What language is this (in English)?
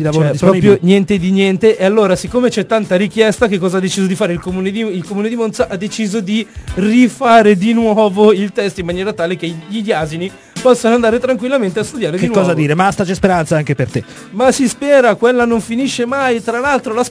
Italian